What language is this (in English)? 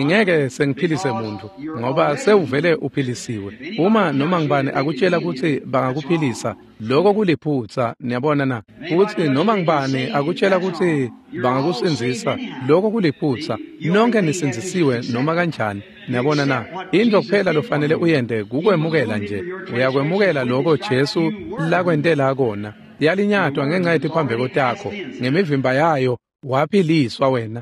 Swati